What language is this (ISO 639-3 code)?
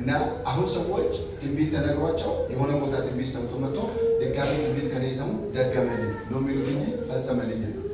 amh